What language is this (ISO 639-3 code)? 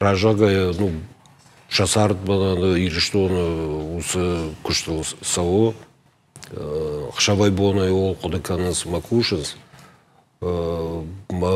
oss